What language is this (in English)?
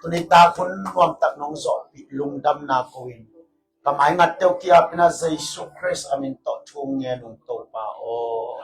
Tedim Chin